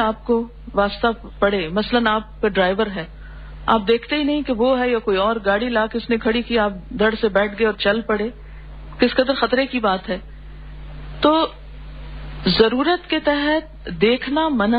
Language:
Urdu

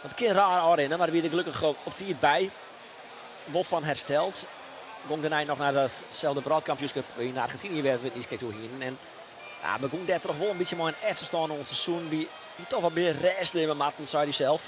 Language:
Western Frisian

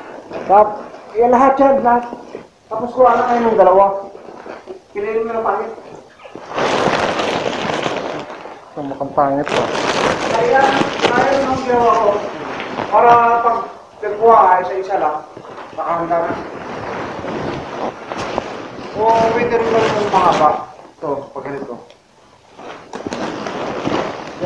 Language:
Filipino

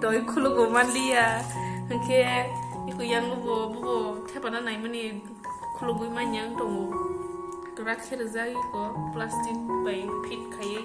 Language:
Kok Borok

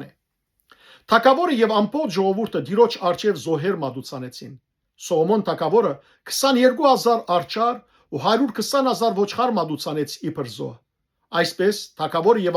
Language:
Western Armenian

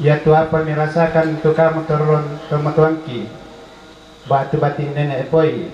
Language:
Toraja-Sa'dan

